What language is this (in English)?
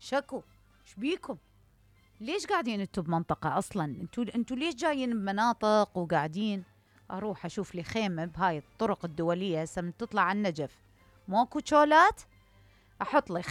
Mesopotamian Arabic